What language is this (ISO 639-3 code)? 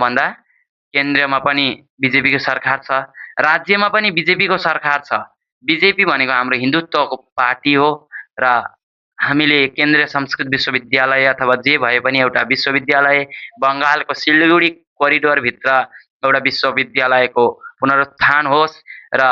nep